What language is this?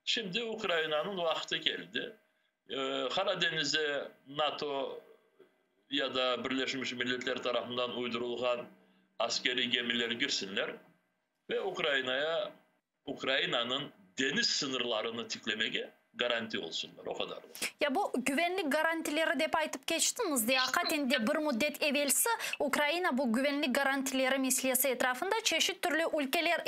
Crimean Tatar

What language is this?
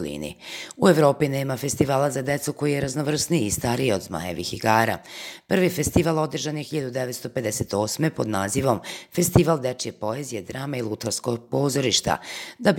Serbian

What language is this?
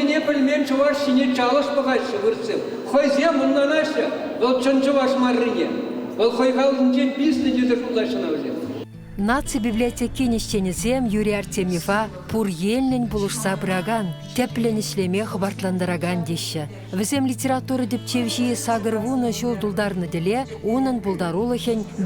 Chuvash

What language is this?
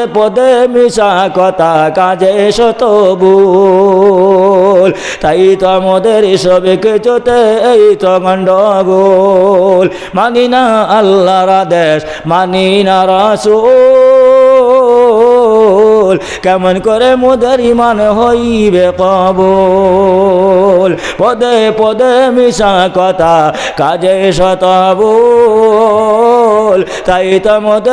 Sylheti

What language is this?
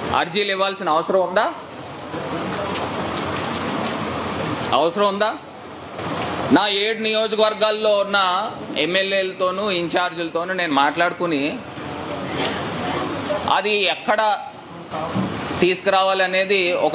Telugu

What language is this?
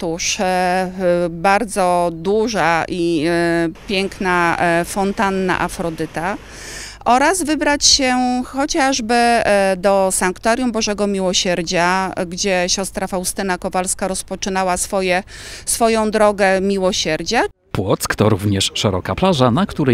Polish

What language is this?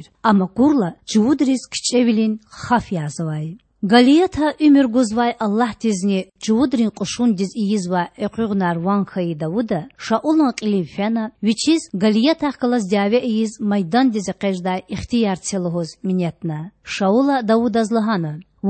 Lezghian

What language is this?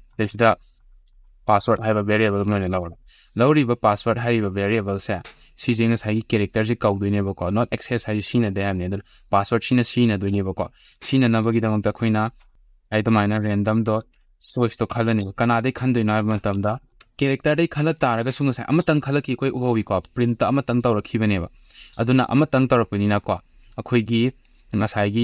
Manipuri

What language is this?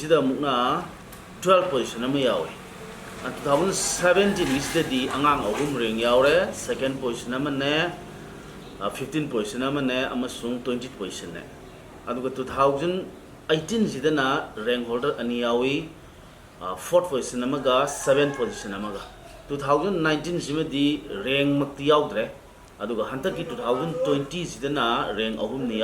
Manipuri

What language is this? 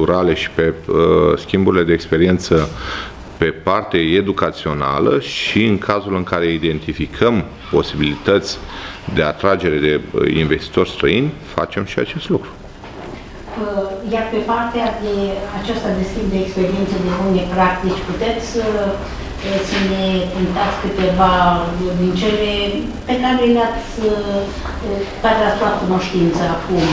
Romanian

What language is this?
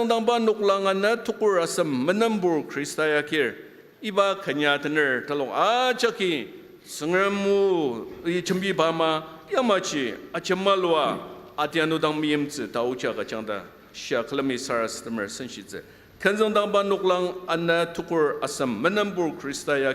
Ao Naga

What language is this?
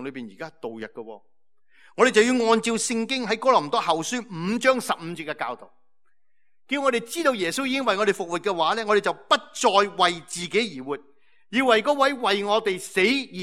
Cantonese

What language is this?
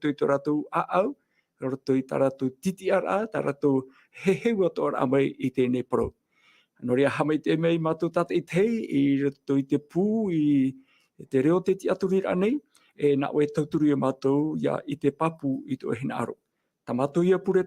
Tahitian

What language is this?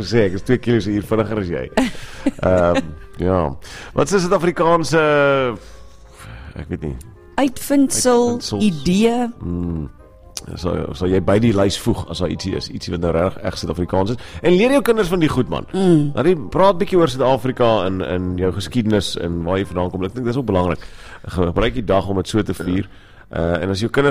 Afrikaans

